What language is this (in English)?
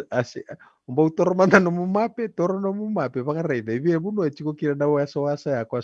Fijian